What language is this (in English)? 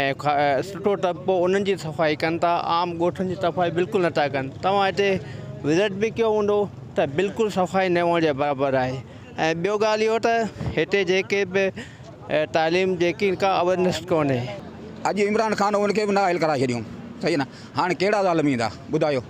Sindhi